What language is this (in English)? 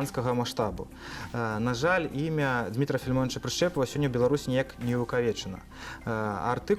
Belarusian